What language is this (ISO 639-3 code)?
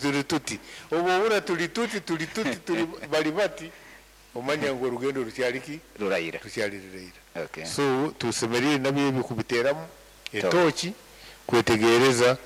nyn